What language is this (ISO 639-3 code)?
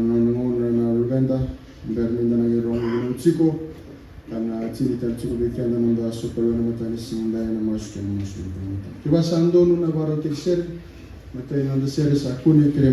fij